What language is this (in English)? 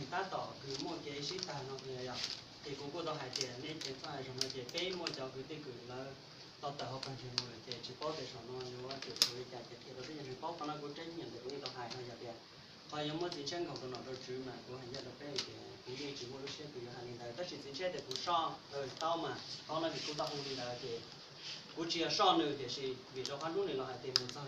Hmong